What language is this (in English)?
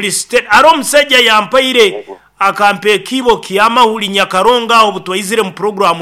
Nyankole